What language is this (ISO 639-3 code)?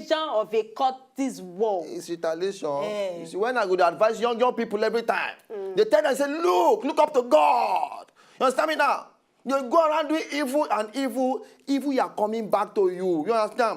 pcm